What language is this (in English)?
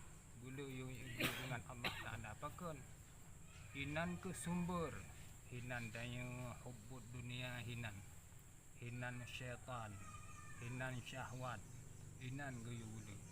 Achinese